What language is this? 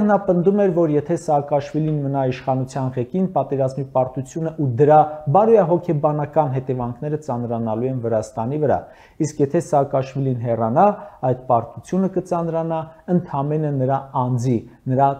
Armenian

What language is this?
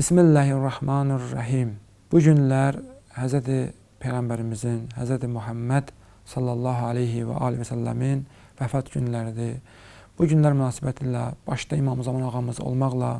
Azerbaijani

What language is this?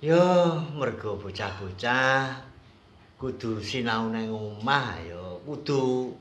Javanese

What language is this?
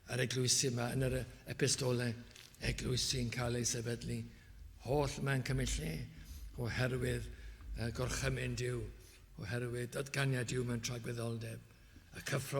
Welsh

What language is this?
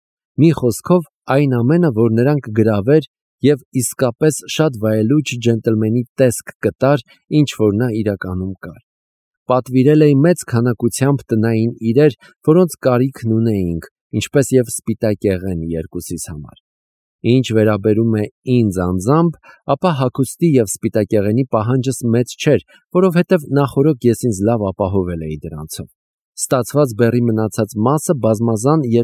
Armenian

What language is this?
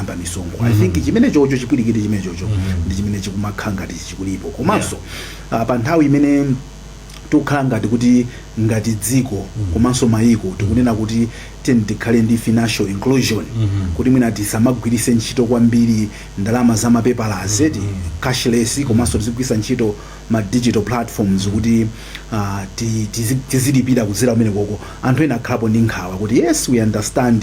Nyanja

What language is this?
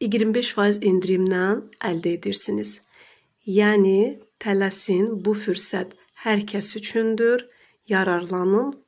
Azerbaijani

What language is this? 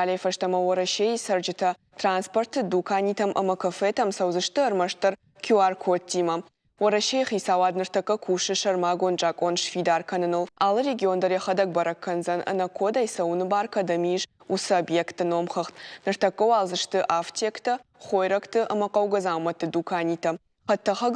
Ossetic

